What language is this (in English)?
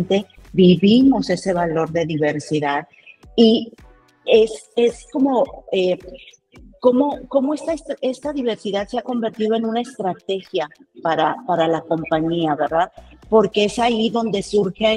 Spanish